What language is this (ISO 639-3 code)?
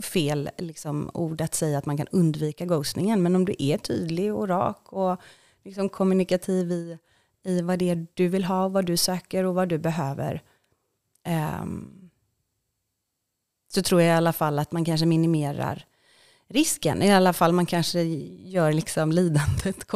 swe